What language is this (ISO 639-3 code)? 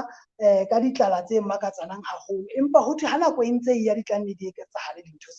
sot